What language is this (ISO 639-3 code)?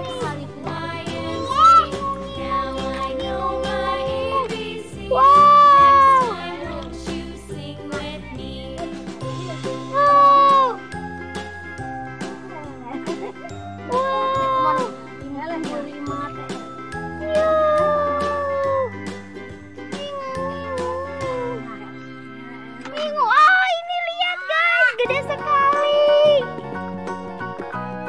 ind